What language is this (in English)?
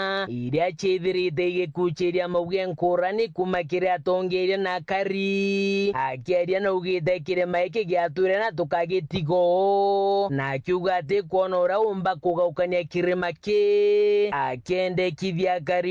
Meru